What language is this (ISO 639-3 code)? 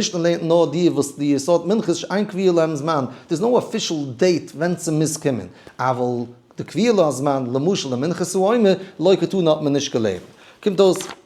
yid